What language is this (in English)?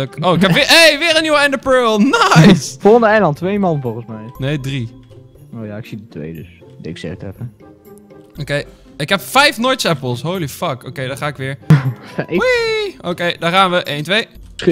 Dutch